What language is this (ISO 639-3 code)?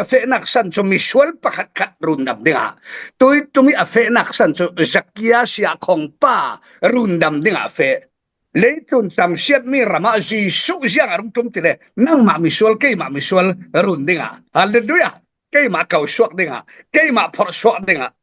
cfm